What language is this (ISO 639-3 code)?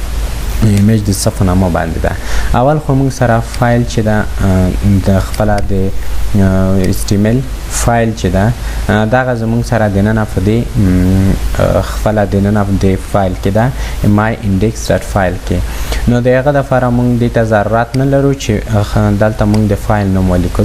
pus